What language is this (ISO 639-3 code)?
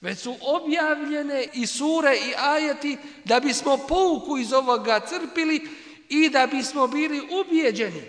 bos